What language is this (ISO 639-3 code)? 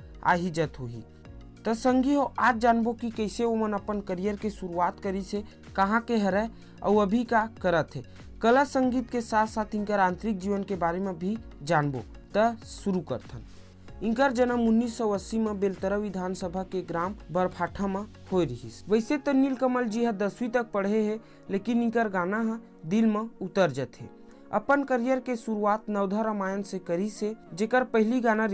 hne